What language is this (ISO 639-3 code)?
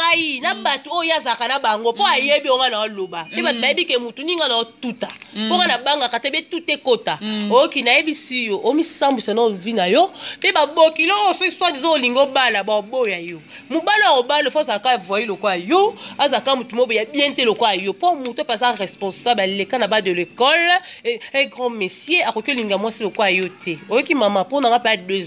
lin